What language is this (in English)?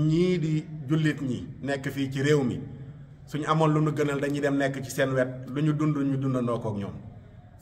Wolof